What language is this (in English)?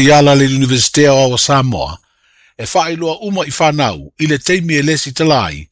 Samoan